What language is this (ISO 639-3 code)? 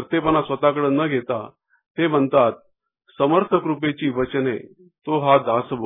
mar